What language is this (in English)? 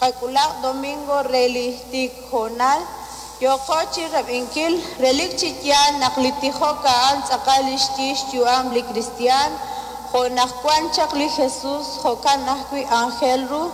Kekchí